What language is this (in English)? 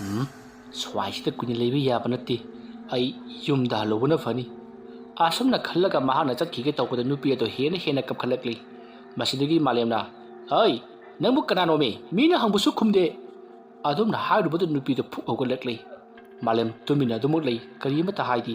Manipuri